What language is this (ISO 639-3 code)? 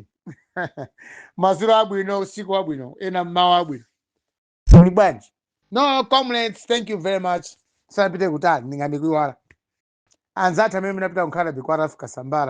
nya